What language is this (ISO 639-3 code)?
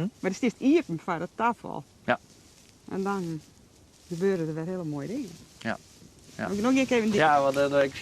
fry